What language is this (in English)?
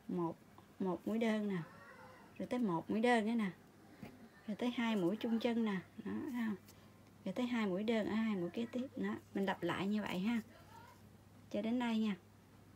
Vietnamese